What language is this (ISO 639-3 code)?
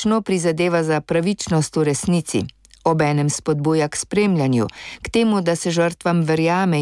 slv